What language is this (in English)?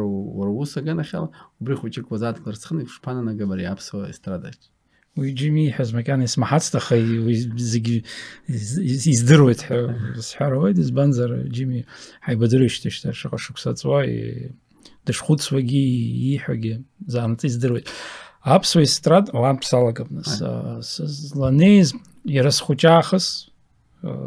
Abkhazian